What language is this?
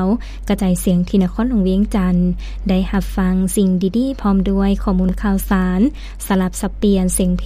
Lao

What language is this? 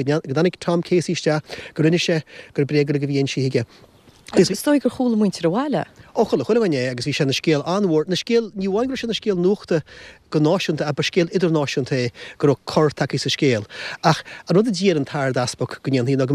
Irish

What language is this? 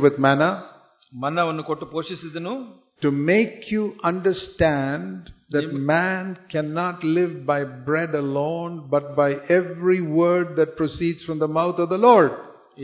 Kannada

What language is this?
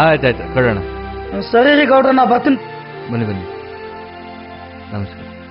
Kannada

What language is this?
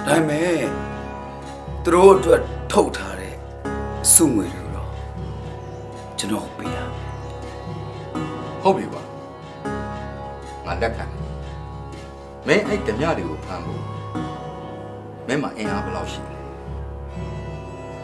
Burmese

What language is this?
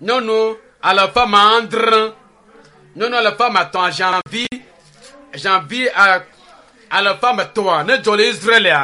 Ewe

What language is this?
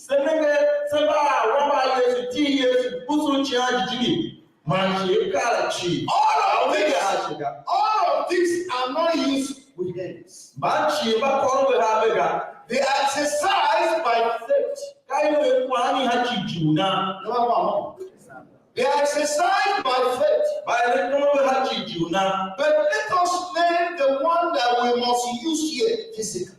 Tiv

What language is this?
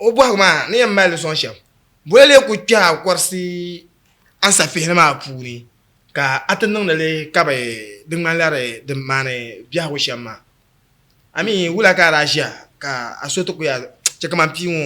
Dagbani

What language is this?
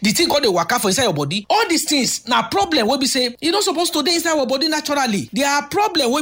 Nigerian Pidgin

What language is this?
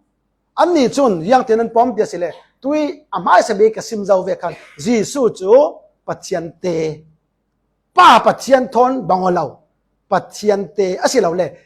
Falam Chin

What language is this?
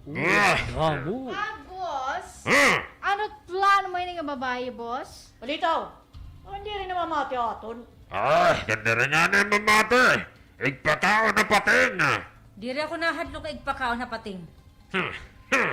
Waray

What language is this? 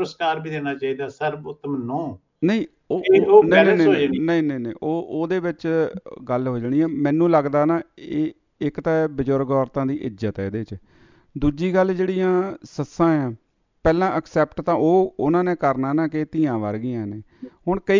Punjabi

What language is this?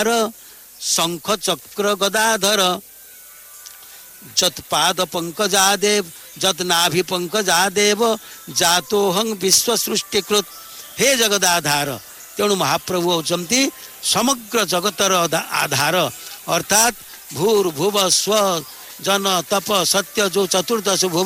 Odia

